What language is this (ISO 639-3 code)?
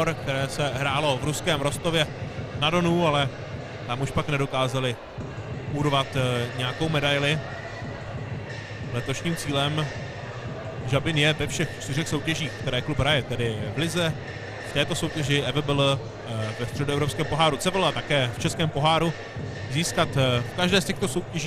ces